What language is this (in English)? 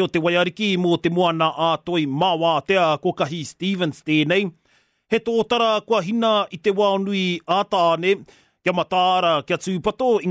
Māori